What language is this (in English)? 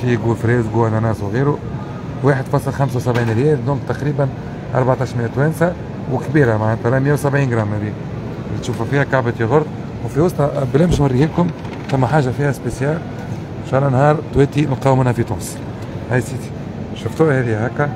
Tunisian Arabic